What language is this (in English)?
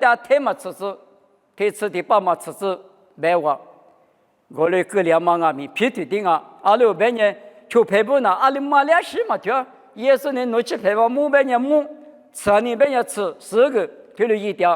Lisu